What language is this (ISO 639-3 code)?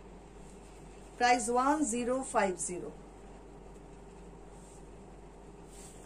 ben